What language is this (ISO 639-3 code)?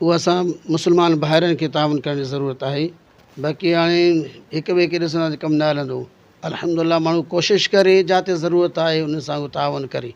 snd